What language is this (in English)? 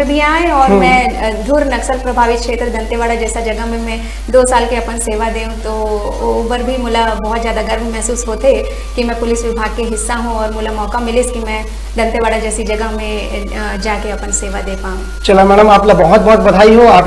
Chhattisgarhi